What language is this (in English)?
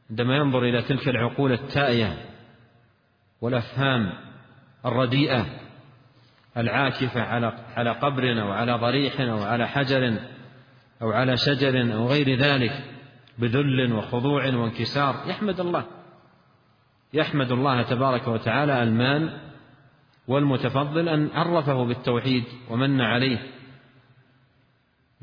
Arabic